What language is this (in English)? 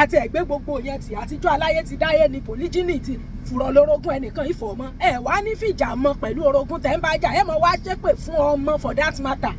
Yoruba